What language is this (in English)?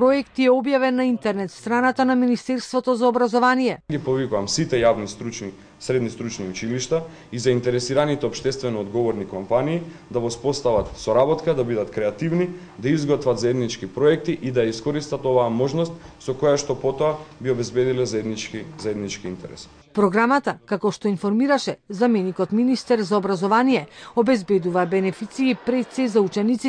Macedonian